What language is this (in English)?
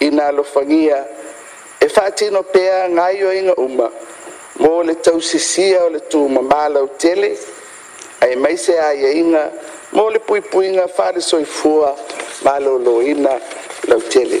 Samoan